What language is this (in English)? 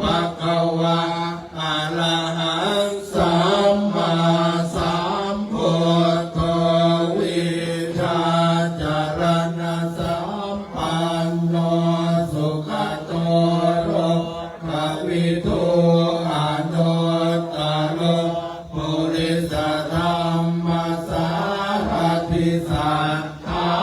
Pali